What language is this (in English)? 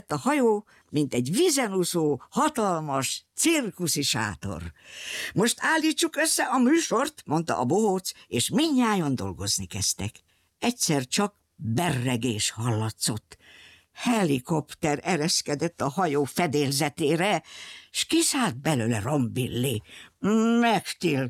Hungarian